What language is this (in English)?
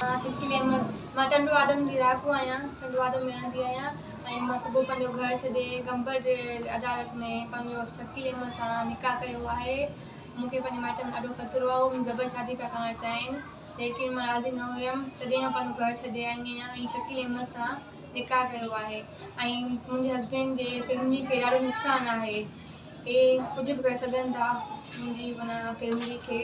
Sindhi